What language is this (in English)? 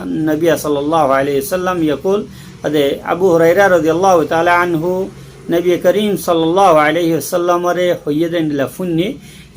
Rohingya